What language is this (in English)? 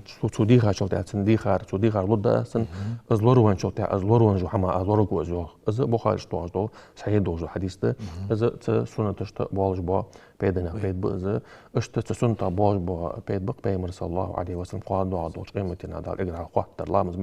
Ingush